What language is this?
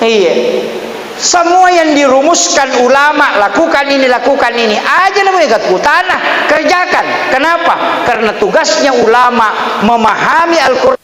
Buginese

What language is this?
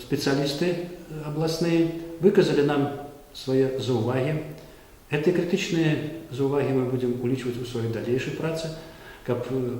Belarusian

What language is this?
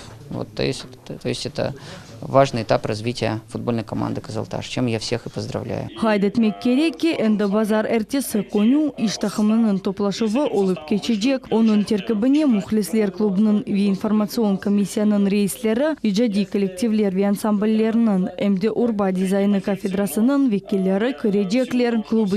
Crimean Tatar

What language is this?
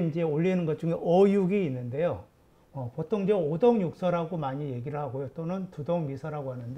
Korean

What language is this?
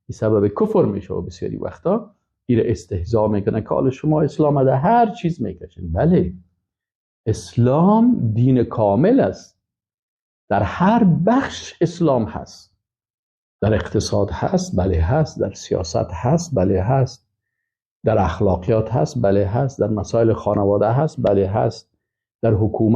Persian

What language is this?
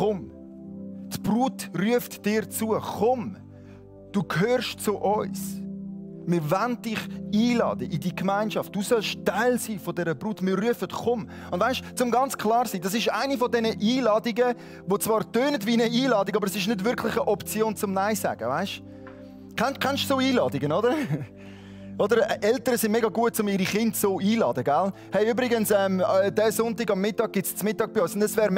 Swiss German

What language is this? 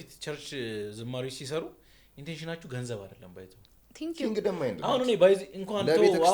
Amharic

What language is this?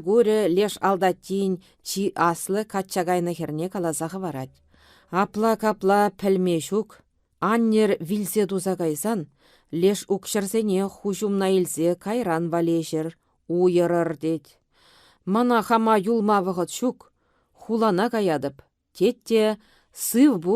Chuvash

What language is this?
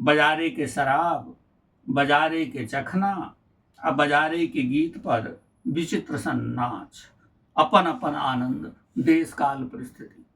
Maithili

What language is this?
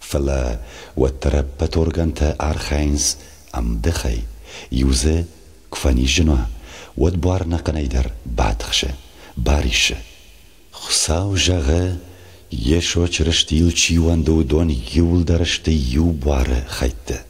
Ossetic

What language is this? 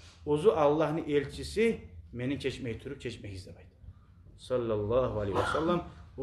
Kumyk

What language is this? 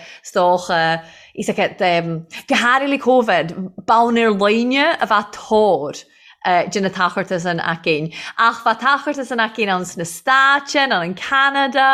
Irish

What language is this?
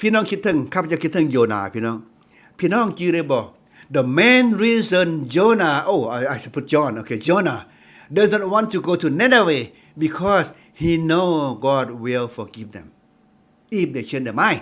Lao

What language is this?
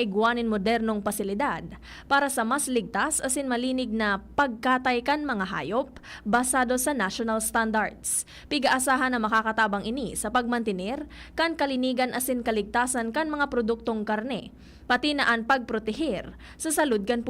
Bikol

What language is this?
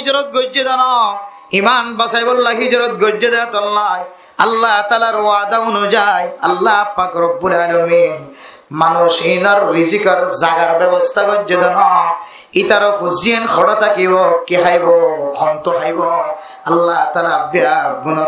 Rohingya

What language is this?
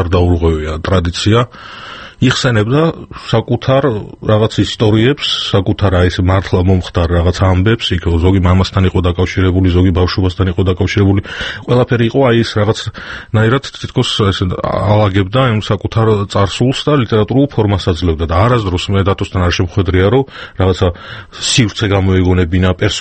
Georgian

